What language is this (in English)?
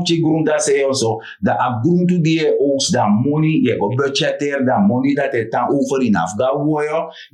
Sranan Tongo